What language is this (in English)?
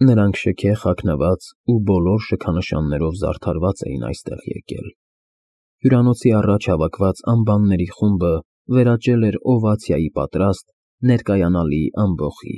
Armenian